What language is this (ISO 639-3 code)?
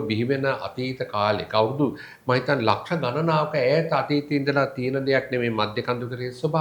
sin